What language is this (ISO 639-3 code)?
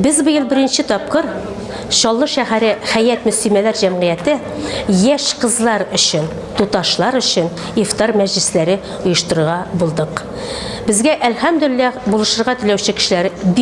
tat